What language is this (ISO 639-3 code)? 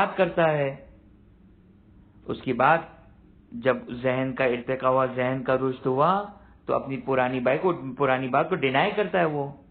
urd